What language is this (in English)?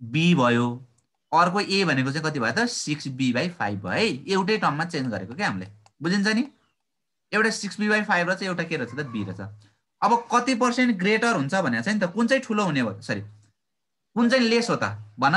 Nepali